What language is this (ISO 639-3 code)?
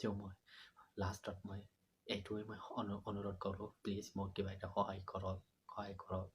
asm